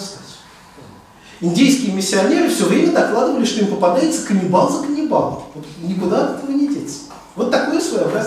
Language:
Russian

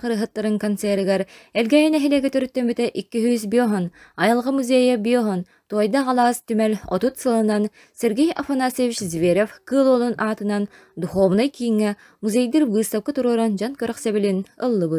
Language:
Yakut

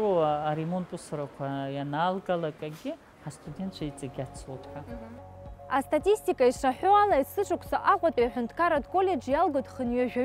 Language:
Abkhazian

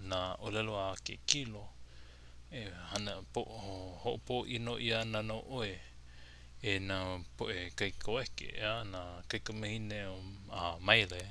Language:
Hawaiian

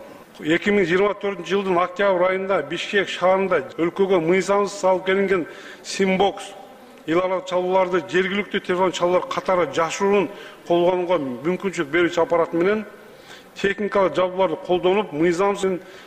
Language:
Kyrgyz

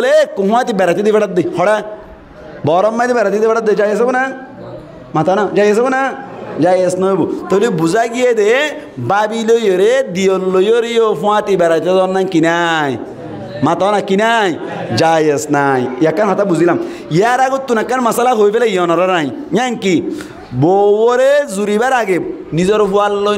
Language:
Rohingya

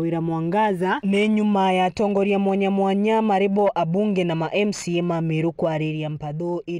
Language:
Meru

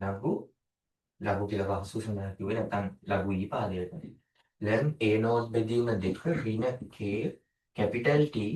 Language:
Sinhala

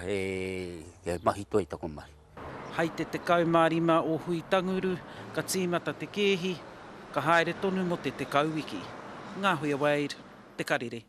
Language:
Māori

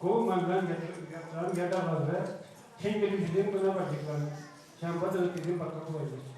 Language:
Chuvash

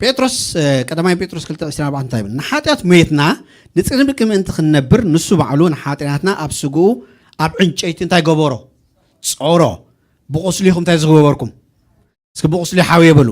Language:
Tigrinya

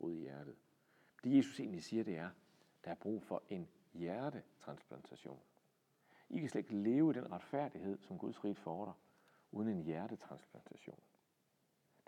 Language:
Danish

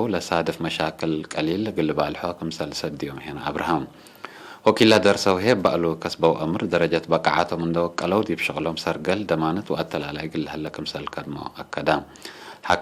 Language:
Tigre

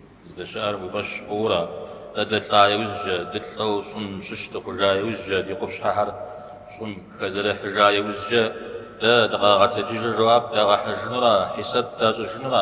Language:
Kabardian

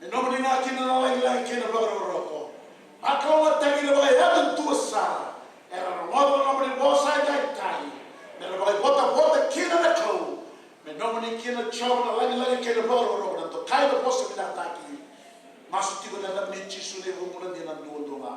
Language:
Fijian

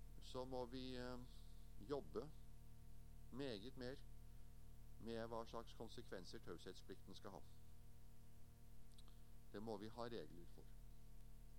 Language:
Norwegian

